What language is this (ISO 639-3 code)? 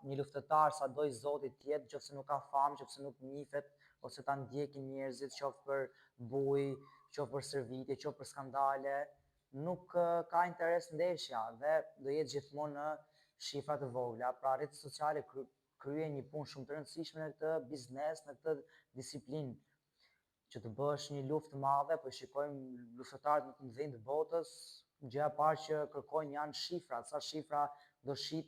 sqi